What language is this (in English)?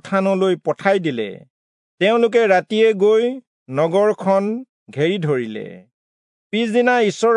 Assamese